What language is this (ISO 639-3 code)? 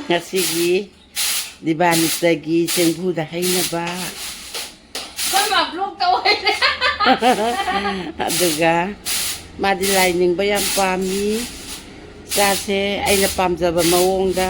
mni